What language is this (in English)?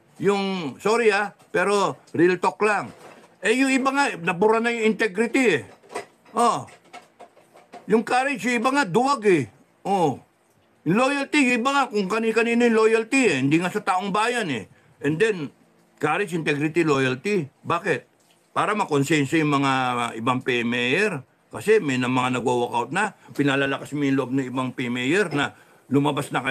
Filipino